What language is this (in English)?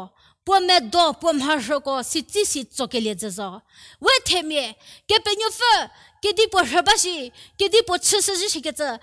Angami Naga